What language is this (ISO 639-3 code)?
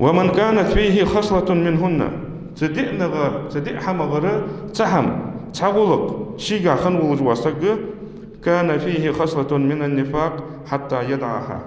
inh